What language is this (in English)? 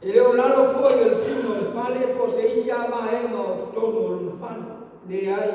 Samoan